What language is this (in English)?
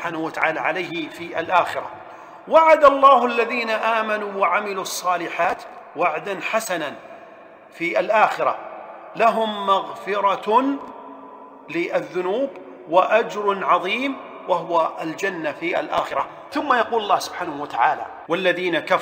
Arabic